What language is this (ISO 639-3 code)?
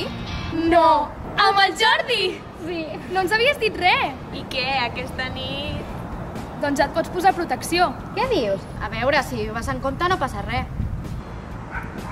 cat